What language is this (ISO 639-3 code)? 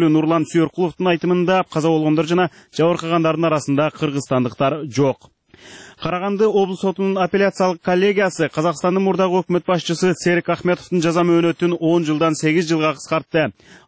kir